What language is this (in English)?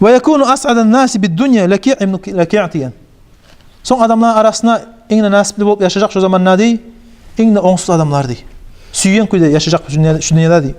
Kumyk